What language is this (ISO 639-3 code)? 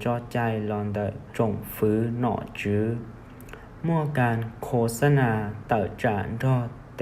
hmn